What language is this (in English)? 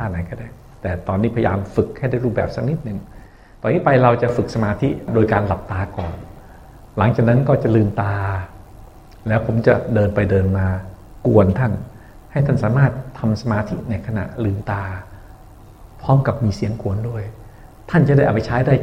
Thai